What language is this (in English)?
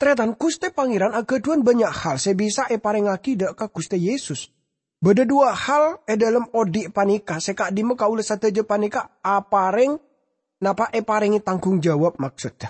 Madurese